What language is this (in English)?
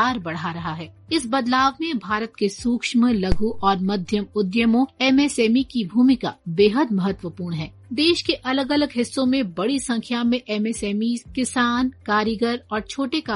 Hindi